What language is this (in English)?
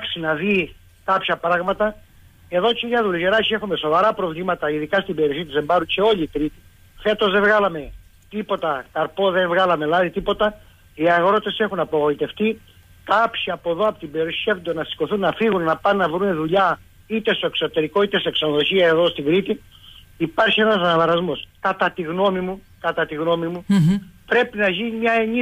Greek